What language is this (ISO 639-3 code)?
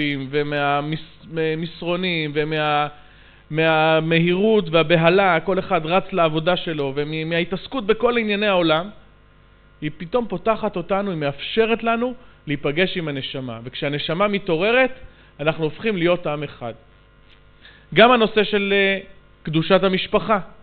heb